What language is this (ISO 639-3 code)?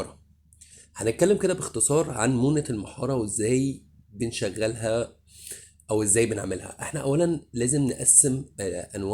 arz